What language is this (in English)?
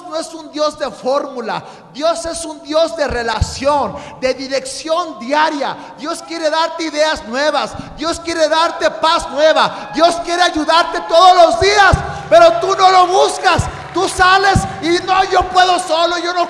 Spanish